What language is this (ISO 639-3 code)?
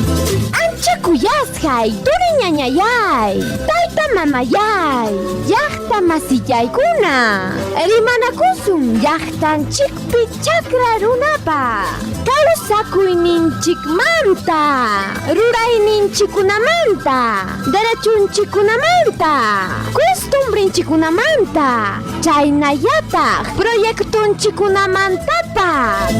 quy